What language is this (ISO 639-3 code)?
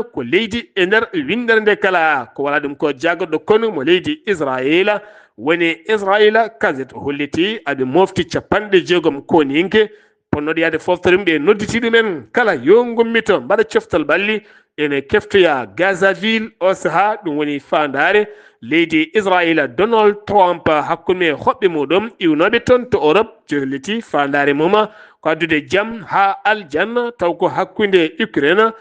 ful